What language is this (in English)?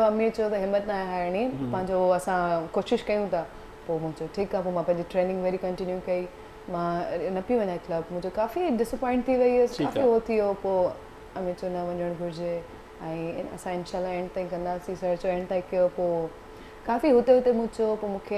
Sindhi